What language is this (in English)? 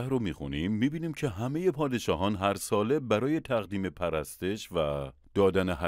Persian